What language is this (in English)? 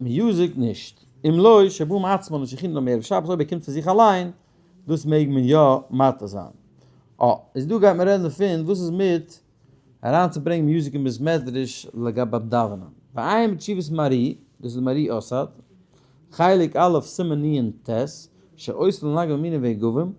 Yiddish